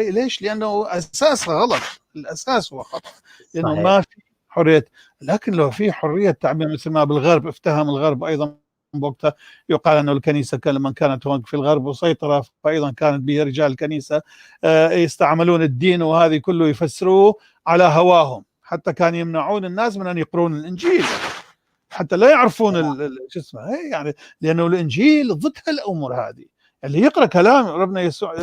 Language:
North Levantine Arabic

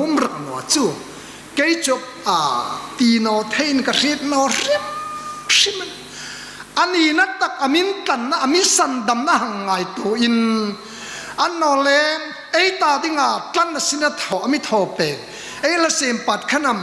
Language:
Hmar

